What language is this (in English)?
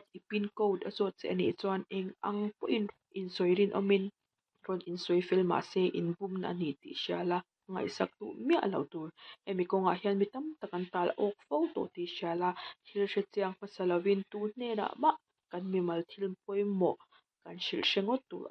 Mizo